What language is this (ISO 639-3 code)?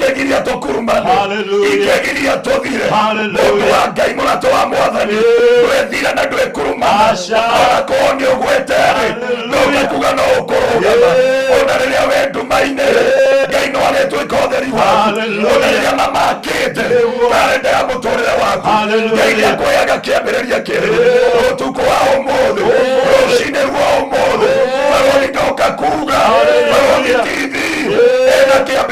kik